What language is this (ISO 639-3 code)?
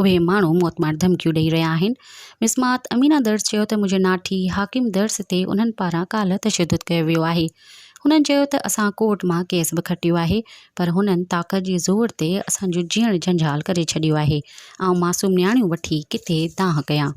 snd